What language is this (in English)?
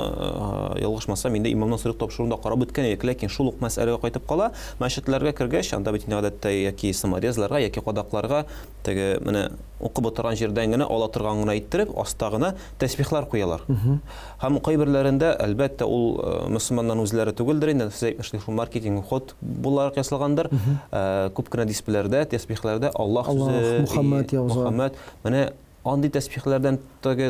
Tatar